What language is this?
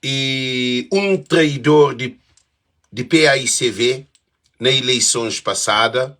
Kabuverdianu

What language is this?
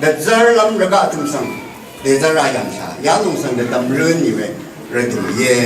Rawang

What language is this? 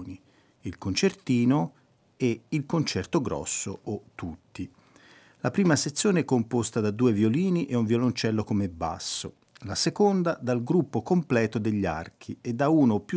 Italian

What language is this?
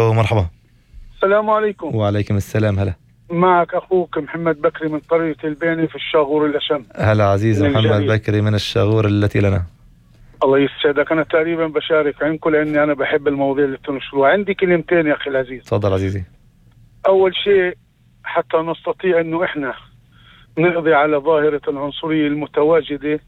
North Levantine Arabic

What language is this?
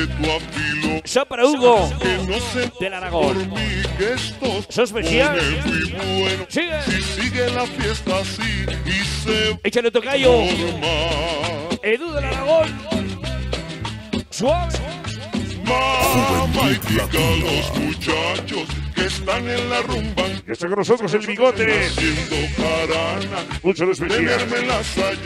Spanish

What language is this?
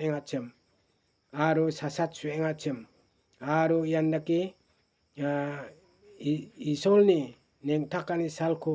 Garo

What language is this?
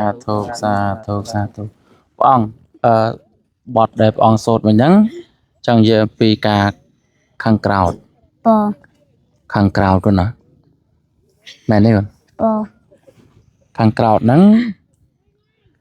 Khmer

